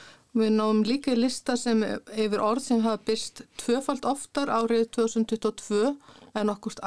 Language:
Icelandic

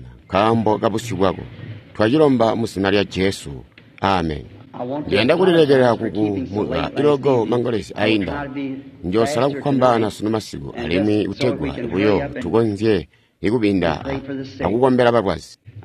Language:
Tonga (Zambia)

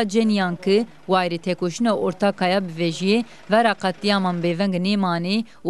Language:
Zaza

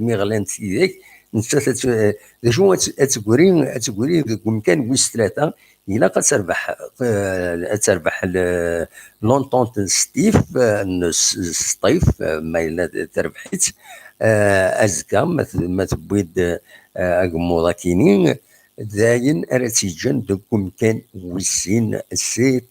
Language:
Kabyle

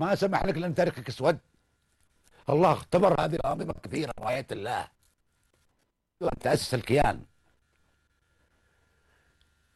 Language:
Arabic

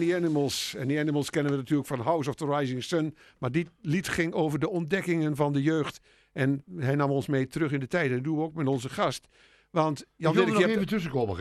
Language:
Dutch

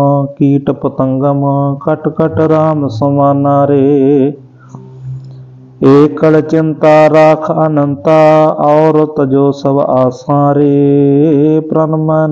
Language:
Punjabi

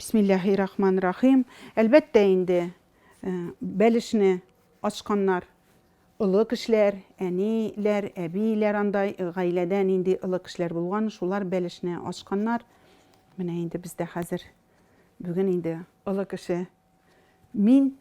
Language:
Tatar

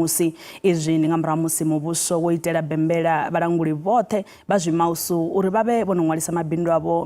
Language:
Venda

